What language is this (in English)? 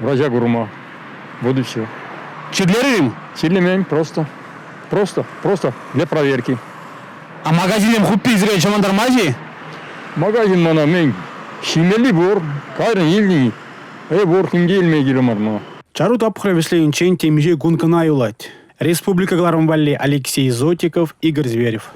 Chuvash